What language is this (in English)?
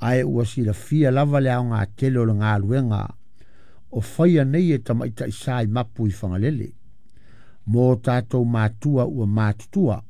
Samoan